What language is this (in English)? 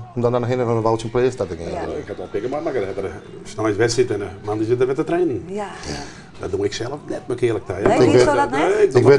Western Frisian